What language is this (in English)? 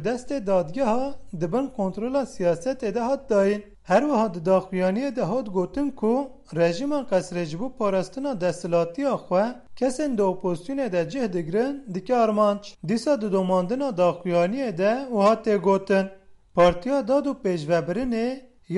Kurdish